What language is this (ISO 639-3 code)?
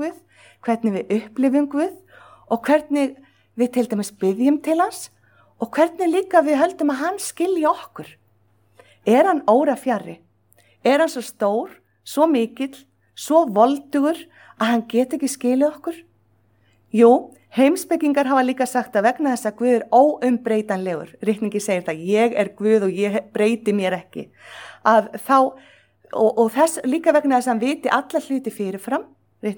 isl